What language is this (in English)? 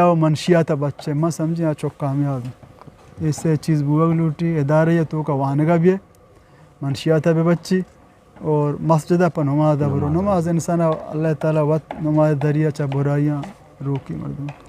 Eastern Balochi